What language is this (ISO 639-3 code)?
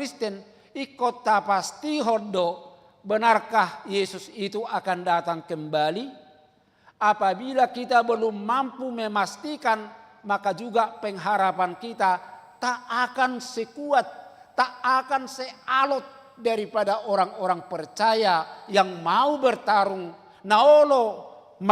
bbc